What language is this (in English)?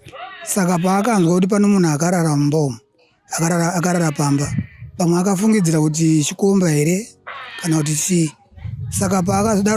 Shona